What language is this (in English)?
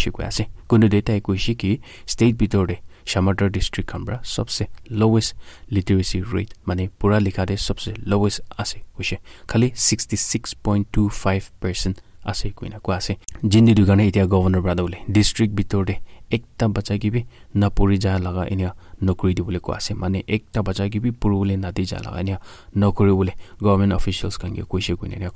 Naga Pidgin